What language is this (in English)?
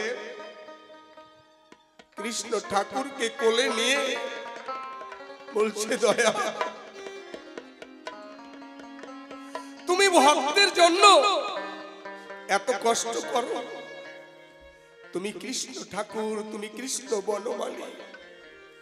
Bangla